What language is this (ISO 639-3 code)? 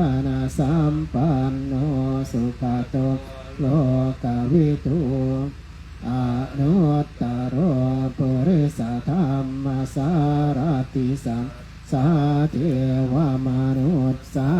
pli